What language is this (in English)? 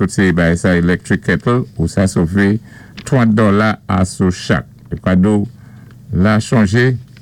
Saint Lucian Creole French